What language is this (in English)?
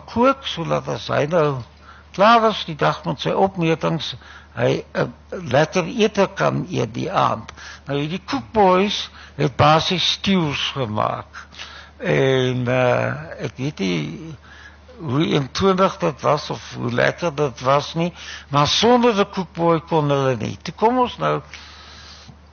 Afrikaans